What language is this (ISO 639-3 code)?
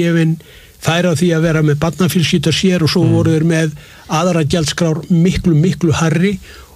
isl